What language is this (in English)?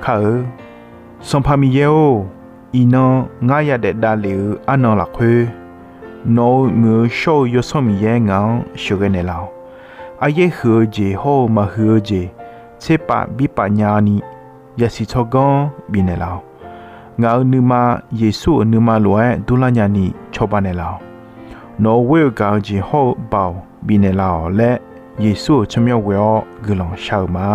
Akha